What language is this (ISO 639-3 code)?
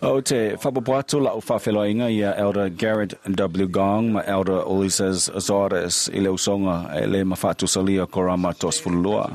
smo